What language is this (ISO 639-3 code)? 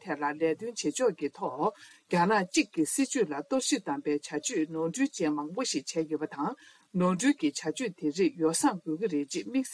bod